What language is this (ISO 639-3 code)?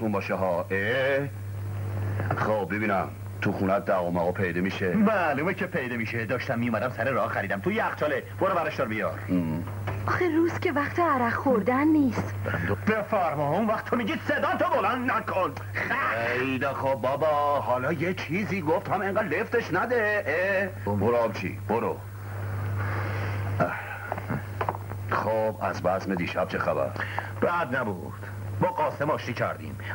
fas